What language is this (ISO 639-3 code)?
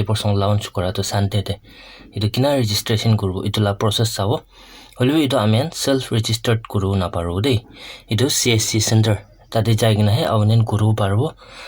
nag